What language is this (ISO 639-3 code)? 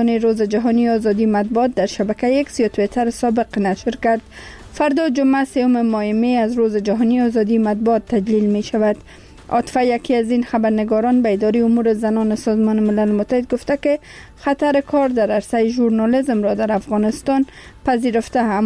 fas